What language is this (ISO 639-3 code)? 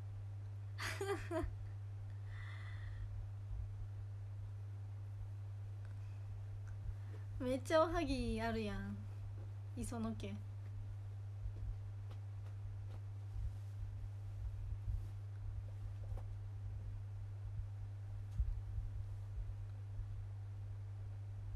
jpn